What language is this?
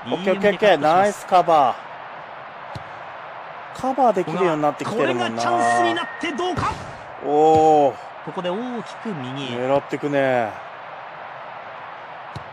Japanese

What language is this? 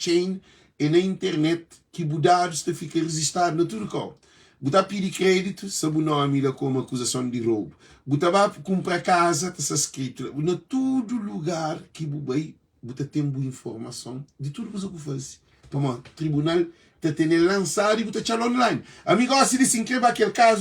Kabuverdianu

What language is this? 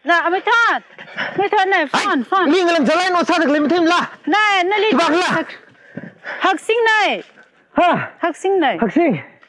Tangkhul Naga (India)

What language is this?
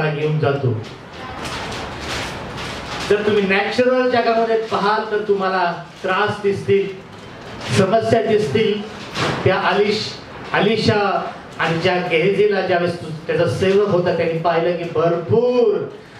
Marathi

